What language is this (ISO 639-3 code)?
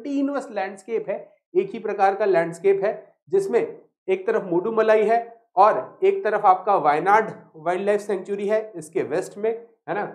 hin